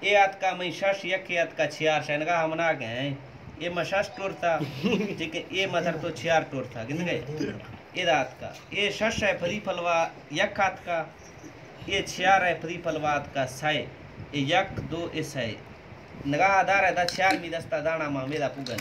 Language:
Baluchi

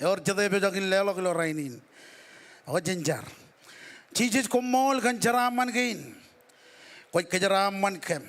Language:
Marshallese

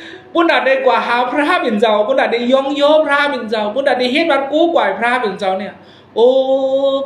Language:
Shan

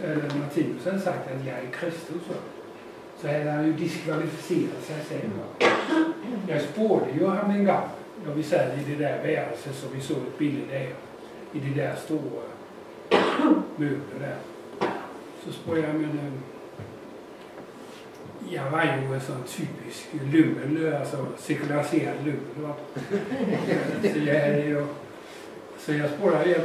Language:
Danish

